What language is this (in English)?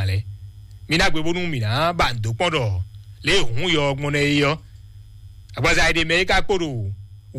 Fon